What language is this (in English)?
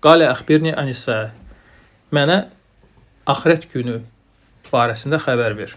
Azerbaijani